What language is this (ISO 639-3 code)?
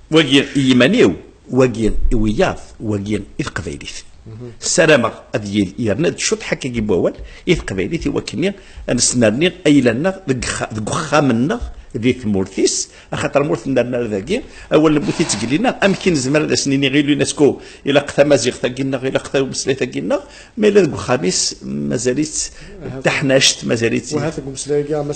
kab